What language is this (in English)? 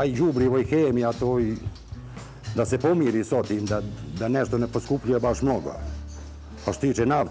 Serbian